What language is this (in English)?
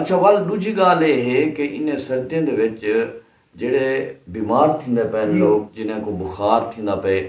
Saraiki